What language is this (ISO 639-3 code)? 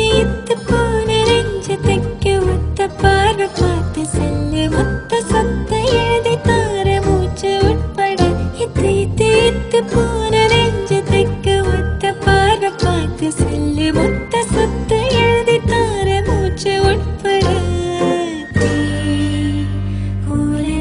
tam